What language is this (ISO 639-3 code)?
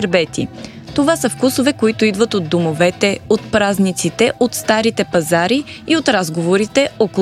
bul